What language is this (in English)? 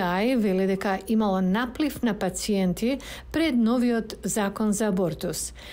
Macedonian